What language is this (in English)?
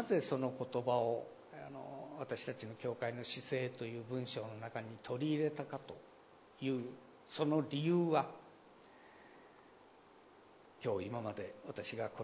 Japanese